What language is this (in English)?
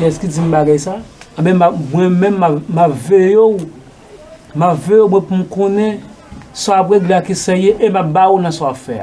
Haitian Creole